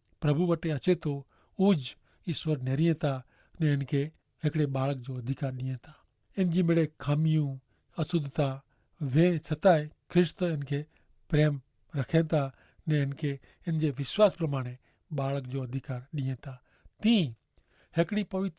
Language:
Kachhi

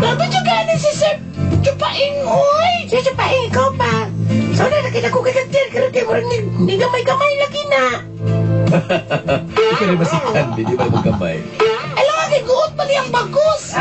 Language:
Cebuano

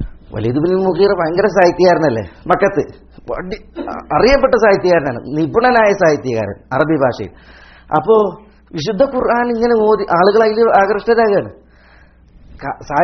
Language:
Malayalam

